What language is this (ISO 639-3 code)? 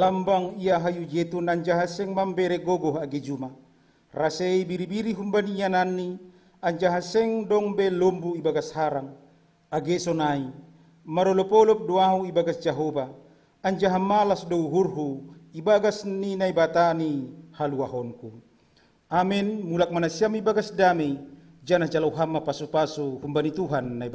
bts